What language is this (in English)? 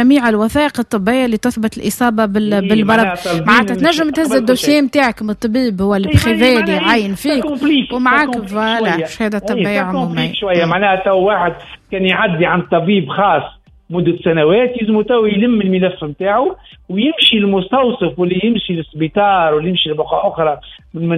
Tunisian Arabic